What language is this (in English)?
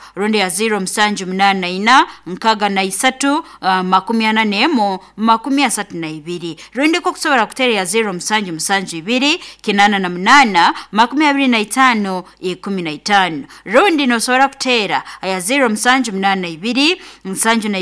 Nyoro